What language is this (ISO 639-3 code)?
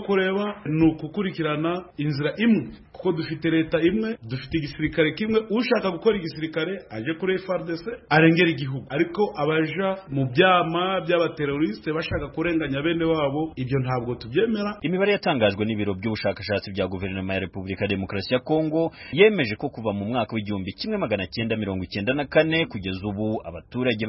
kin